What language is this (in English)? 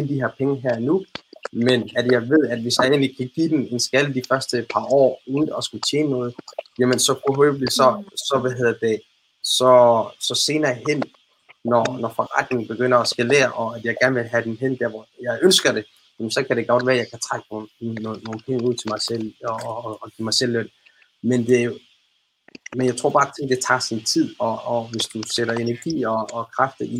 Danish